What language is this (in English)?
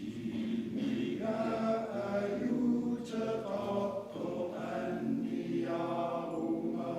Kalaallisut